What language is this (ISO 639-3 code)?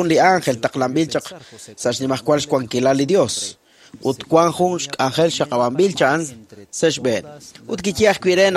kek